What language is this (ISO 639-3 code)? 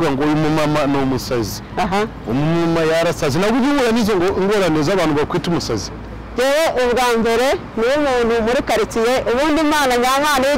kin